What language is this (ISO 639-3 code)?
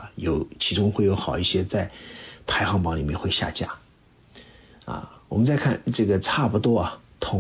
zho